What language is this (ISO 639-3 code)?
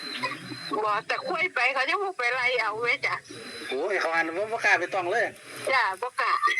tts